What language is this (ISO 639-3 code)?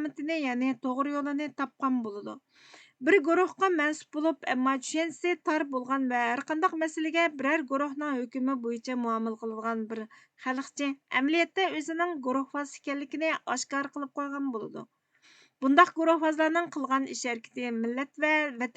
uig